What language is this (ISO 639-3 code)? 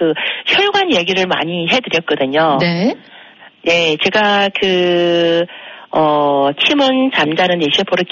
kor